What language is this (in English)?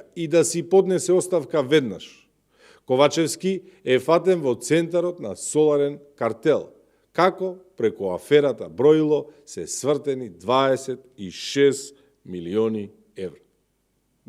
Macedonian